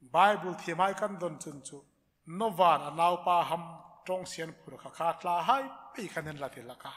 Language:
Hmar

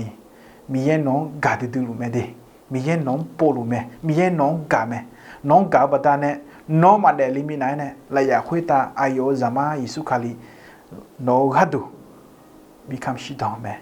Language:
Akha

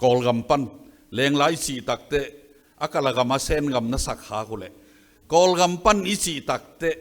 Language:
Tedim Chin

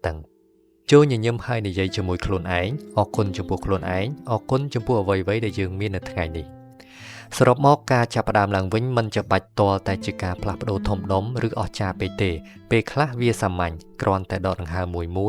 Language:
Khmer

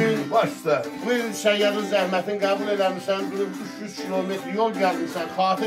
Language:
South Azerbaijani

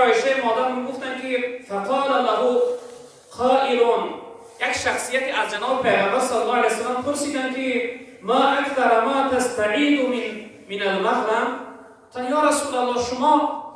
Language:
Tajik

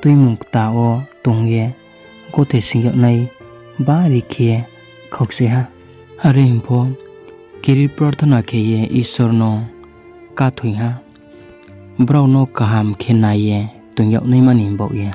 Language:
Riang (India)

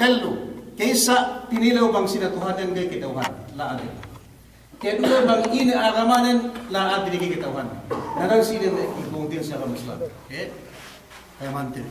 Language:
Yakan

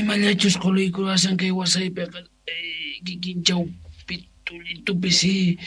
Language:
South Bolivian Quechua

